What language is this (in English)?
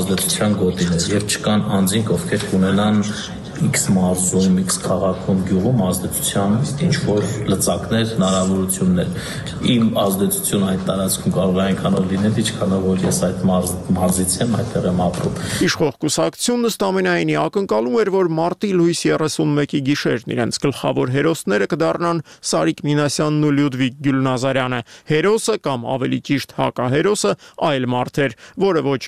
Armenian